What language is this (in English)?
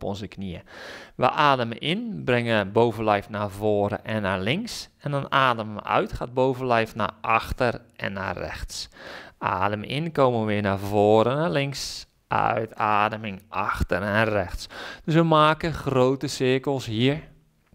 Dutch